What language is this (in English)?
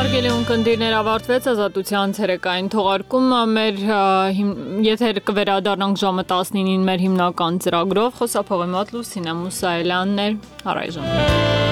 Armenian